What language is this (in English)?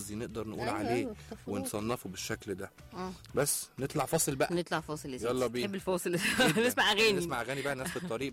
Egyptian Arabic